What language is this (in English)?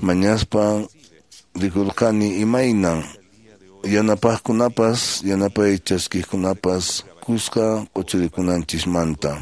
Quechua